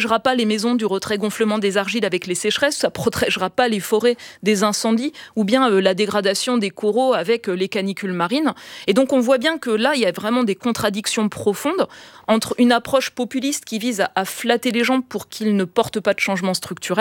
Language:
French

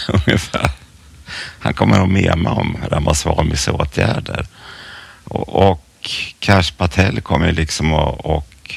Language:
Swedish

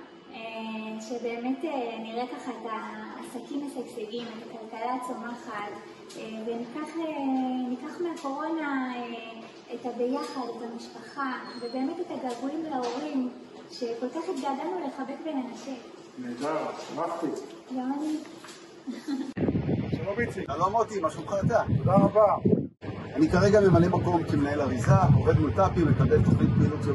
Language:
Hebrew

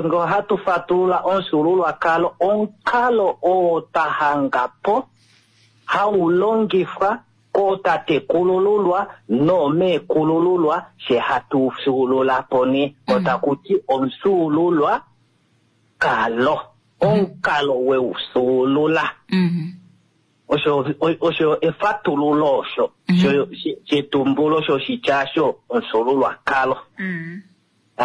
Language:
Kuanyama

